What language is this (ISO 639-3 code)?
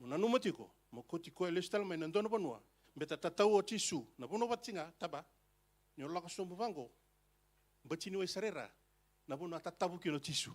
fij